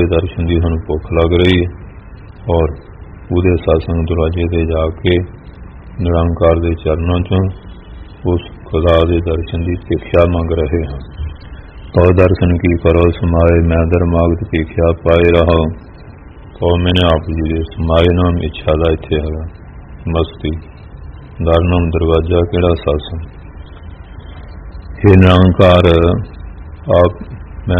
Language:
Punjabi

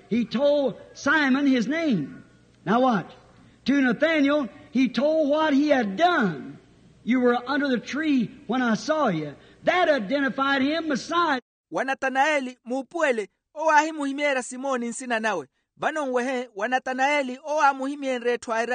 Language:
Makhuwa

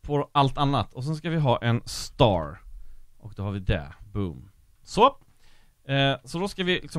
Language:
Swedish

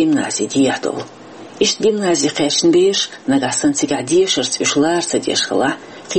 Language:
Chechen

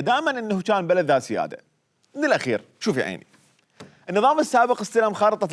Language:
Mesopotamian Arabic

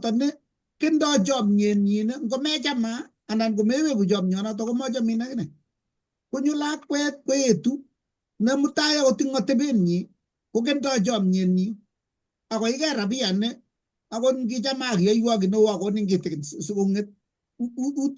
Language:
Kalenjin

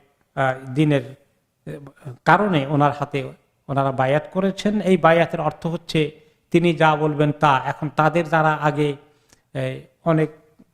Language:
Bangla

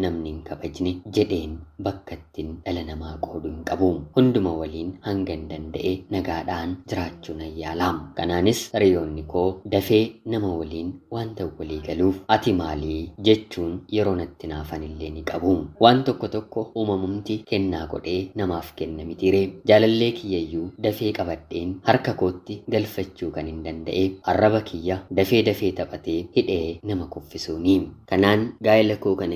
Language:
Oromo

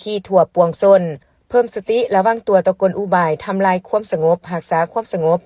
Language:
Lao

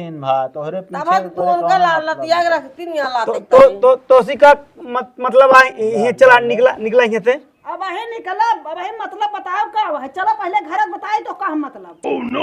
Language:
Awadhi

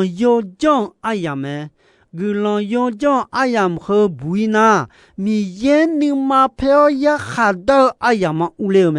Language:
Akha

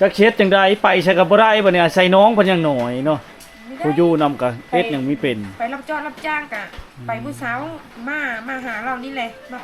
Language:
Lao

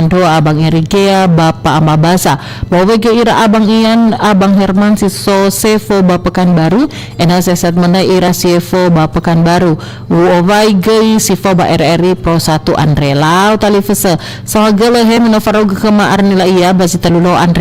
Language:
Nias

